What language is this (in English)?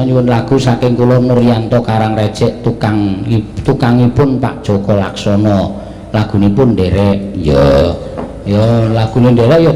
Javanese